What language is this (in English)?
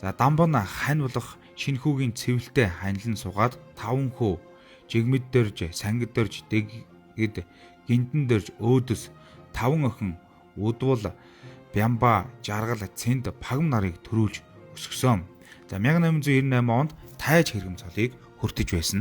Mongolian